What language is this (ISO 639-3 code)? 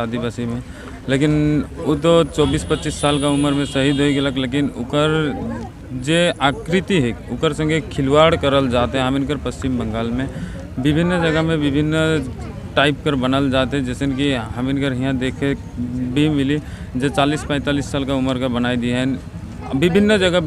sck